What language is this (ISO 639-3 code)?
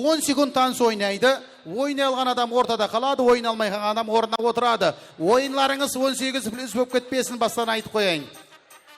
kaa